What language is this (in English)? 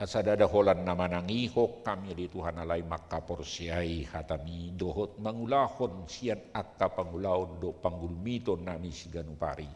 Batak Toba